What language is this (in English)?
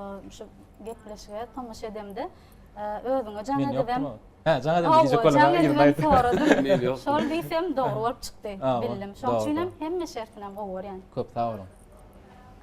Turkmen